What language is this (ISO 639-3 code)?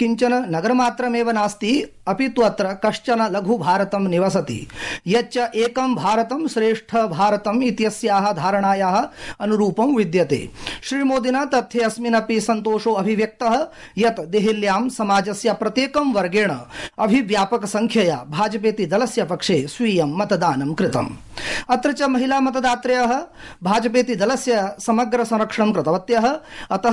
san